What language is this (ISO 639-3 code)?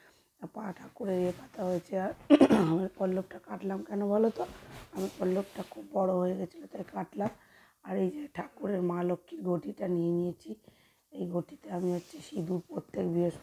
ben